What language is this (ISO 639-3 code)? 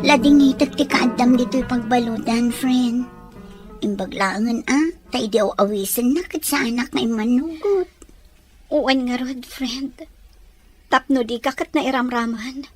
ilo